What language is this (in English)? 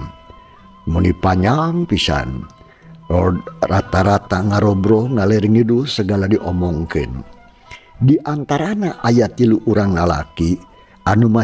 Sundanese